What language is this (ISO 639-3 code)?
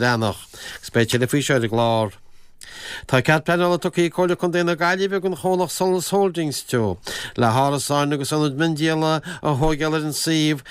gle